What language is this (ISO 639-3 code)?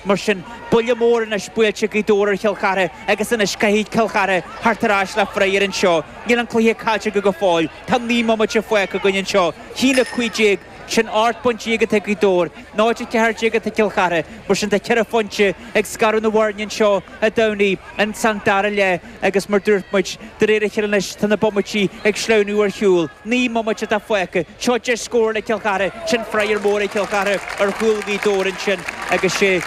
gle